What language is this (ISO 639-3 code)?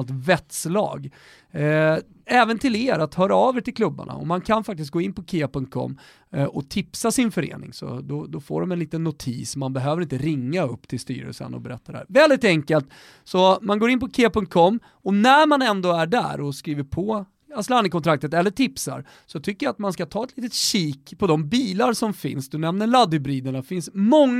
swe